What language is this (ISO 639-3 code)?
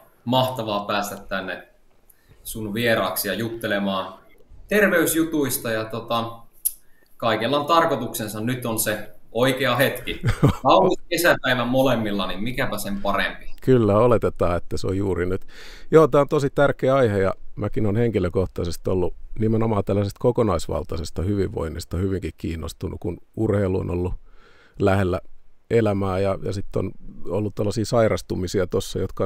fin